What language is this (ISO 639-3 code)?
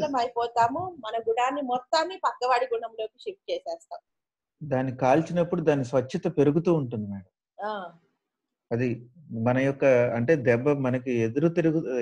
tel